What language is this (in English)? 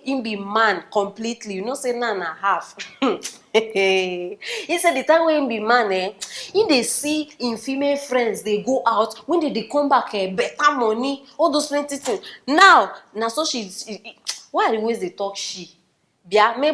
Nigerian Pidgin